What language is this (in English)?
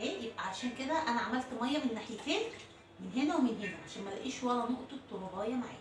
Egyptian Arabic